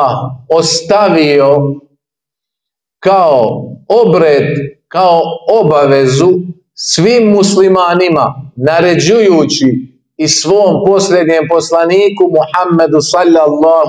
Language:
Bosnian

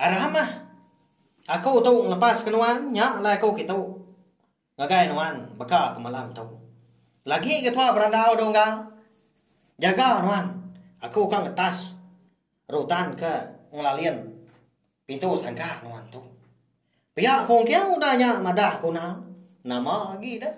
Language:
Iban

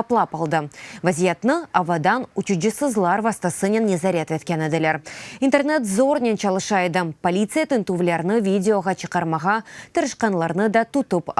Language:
Crimean Tatar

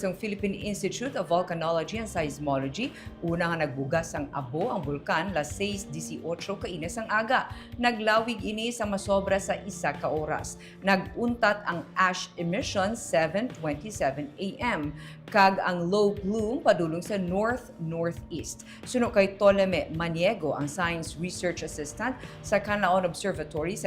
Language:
Hiligaynon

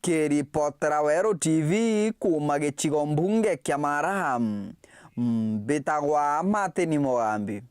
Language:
Meru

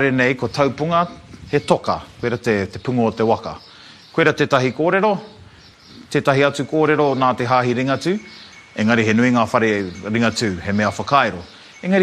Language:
Māori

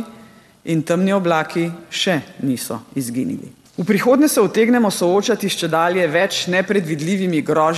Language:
Slovenian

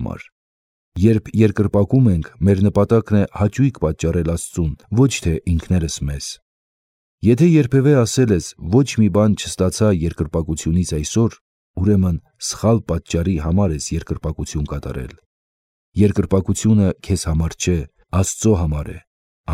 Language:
Armenian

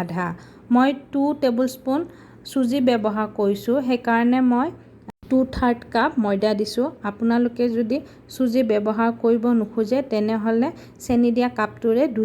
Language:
Assamese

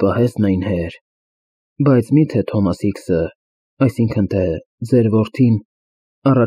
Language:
Armenian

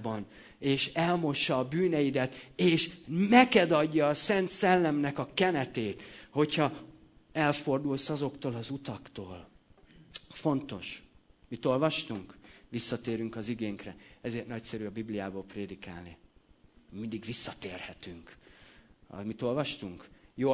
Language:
Hungarian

